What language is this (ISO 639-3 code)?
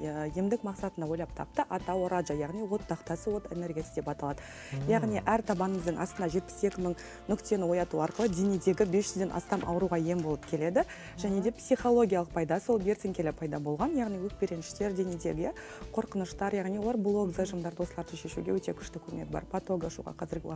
kaz